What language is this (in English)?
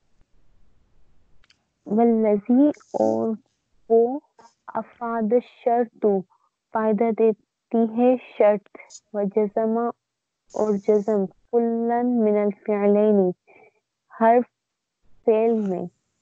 Urdu